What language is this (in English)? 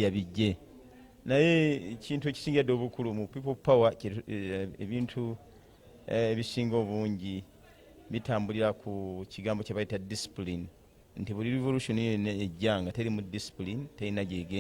Ganda